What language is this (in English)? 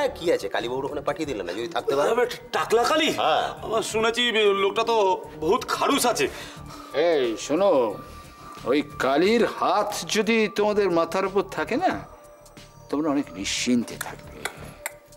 Bangla